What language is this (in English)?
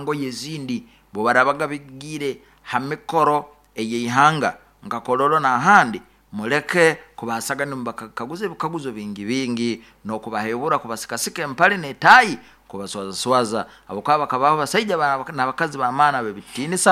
Nyoro